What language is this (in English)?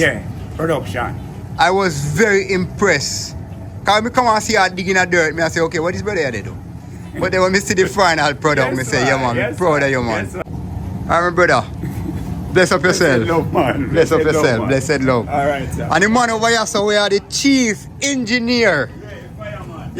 Jamaican Creole English